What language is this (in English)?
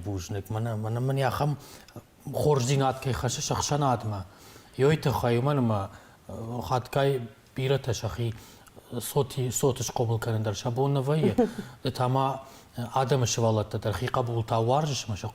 Ossetic